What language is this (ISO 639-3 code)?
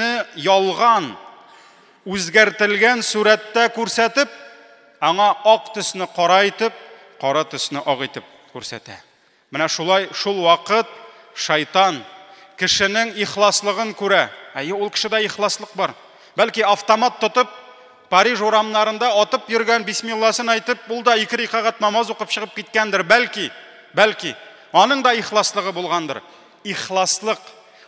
tat